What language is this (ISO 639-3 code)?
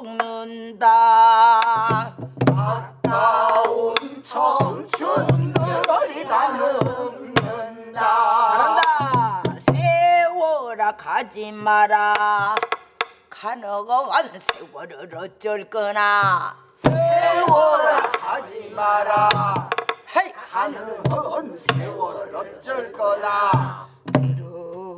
kor